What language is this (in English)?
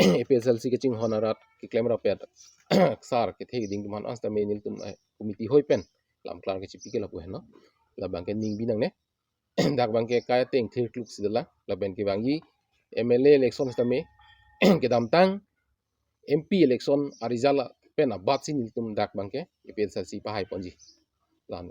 Karbi